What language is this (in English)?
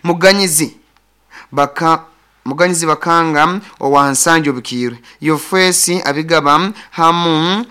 Nyoro